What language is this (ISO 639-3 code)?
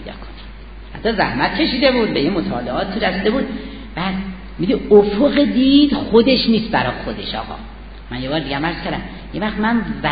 fas